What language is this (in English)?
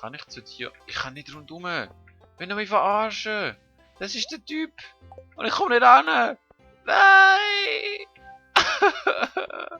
Swiss German